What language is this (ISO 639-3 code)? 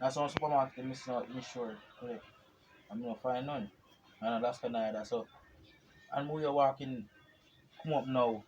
jam